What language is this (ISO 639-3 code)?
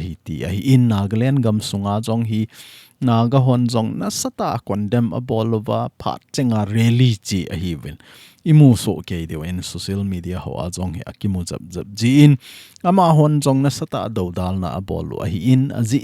tcz